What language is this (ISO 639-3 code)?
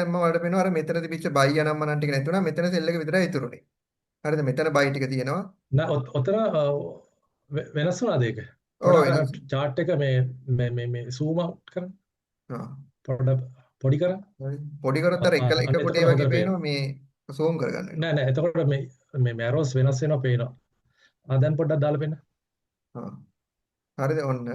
sin